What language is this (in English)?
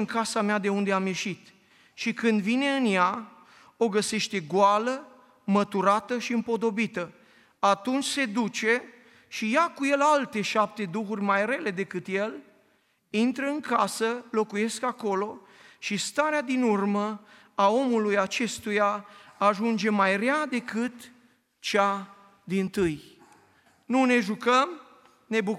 Romanian